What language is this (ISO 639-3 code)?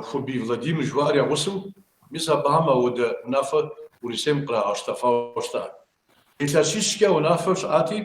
kbd